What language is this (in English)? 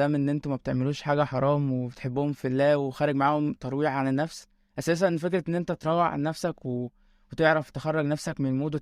Egyptian Arabic